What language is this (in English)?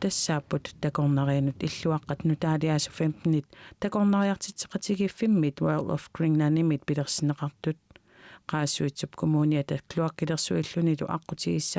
Kalaallisut